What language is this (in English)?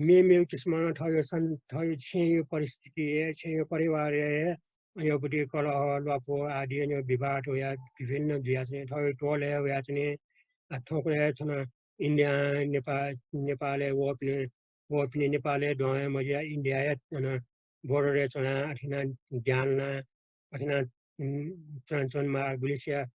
Newari